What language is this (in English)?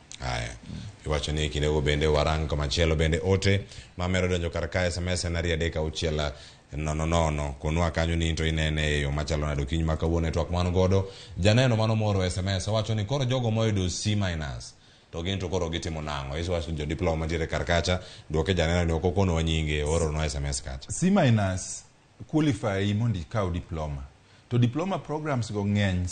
Luo (Kenya and Tanzania)